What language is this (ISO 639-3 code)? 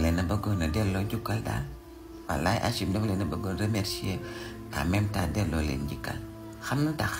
wol